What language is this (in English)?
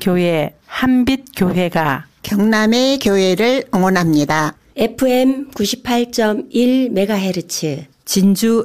Korean